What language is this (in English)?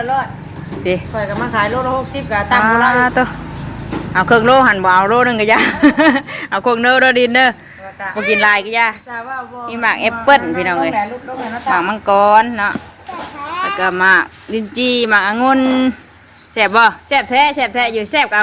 Northeastern Thai